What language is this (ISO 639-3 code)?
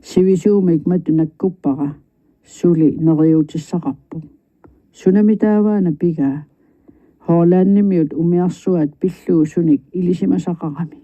kal